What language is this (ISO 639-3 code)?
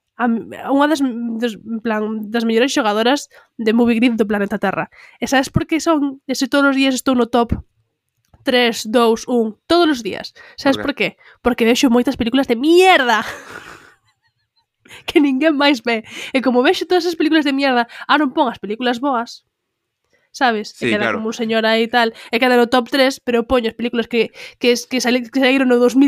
glg